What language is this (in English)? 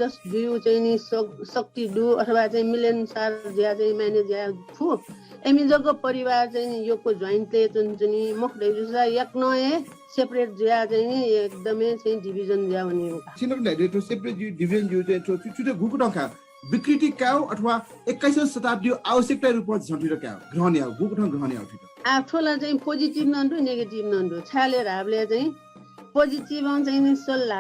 Newari